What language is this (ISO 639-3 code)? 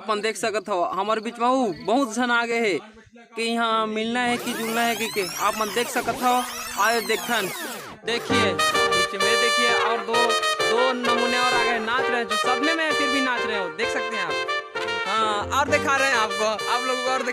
hne